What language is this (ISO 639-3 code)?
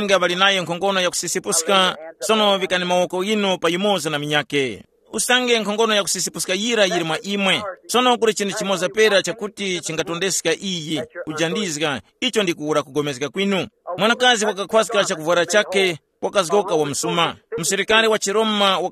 tum